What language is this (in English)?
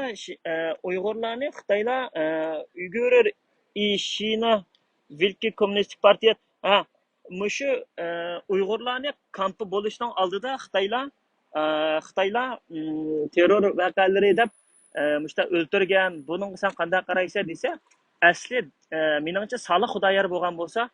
Uyghur